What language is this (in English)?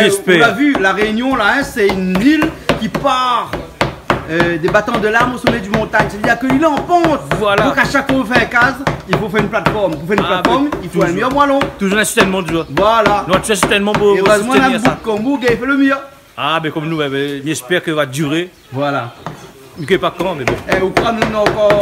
Réunion Creole French